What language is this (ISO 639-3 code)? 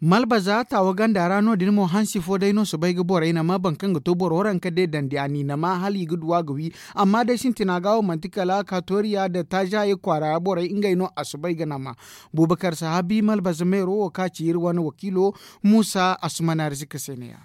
dje